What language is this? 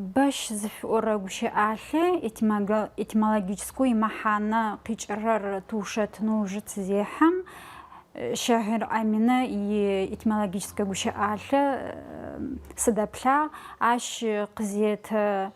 Adyghe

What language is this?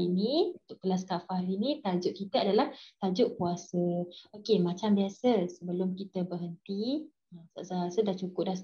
Malay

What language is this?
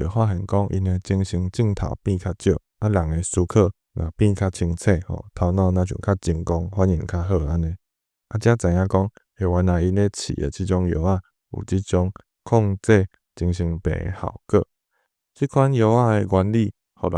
Min Nan Chinese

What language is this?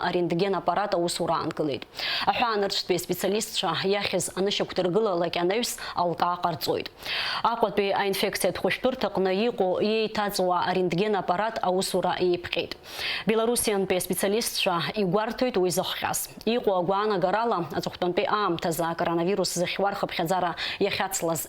Abkhazian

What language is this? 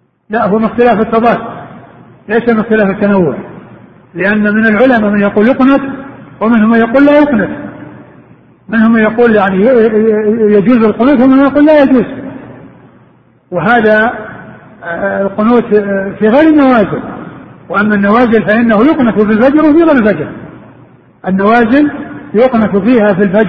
Arabic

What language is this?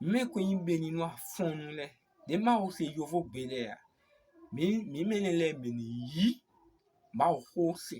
Fon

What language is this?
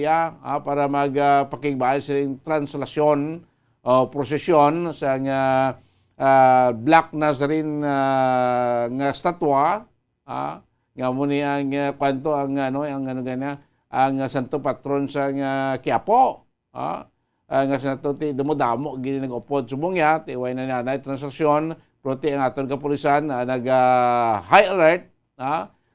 Hiligaynon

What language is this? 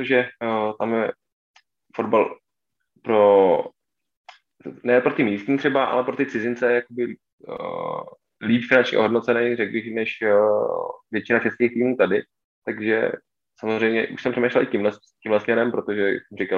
Czech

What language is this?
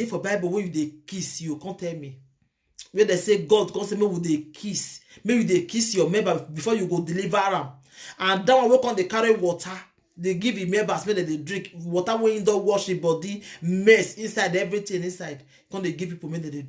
Nigerian Pidgin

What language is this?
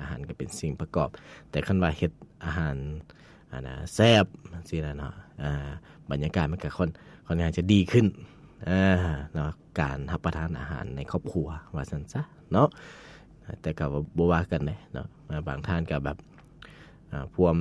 Lao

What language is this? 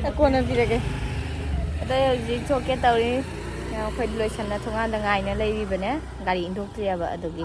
Manipuri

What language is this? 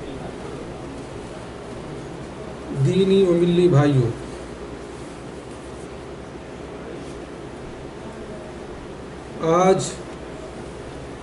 Urdu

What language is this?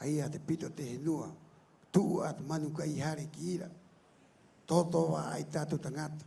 Rapanui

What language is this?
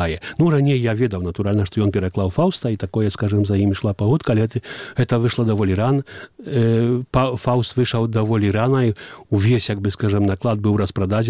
Belarusian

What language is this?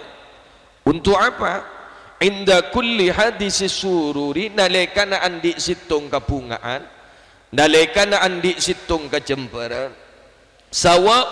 Madurese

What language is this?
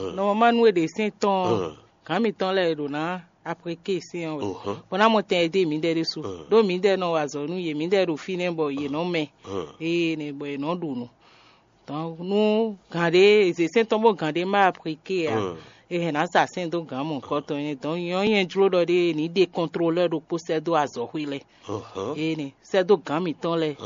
Fon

